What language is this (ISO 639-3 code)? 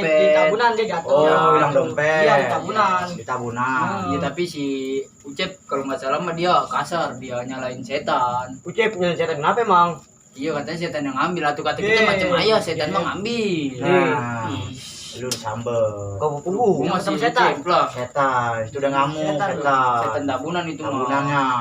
bew